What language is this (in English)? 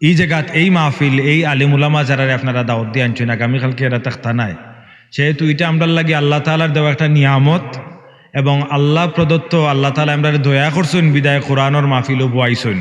Sylheti